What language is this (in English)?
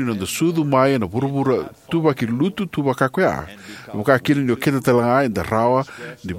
Fijian